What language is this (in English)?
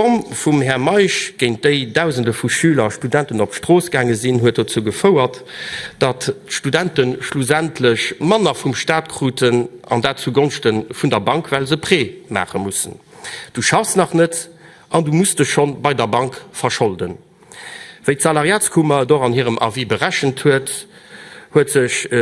Luxembourgish